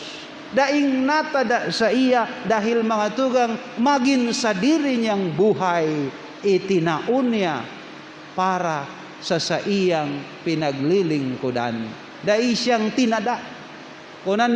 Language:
Bikol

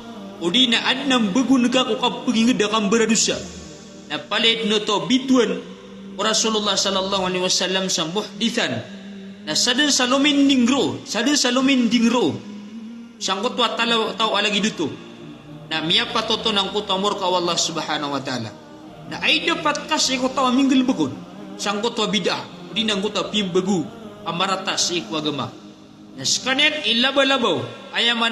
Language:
Maranao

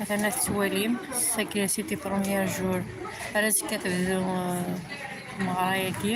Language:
Kabyle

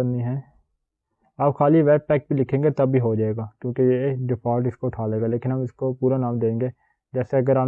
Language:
Hindi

